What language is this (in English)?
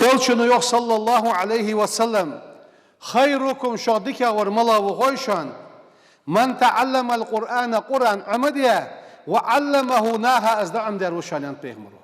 Ingush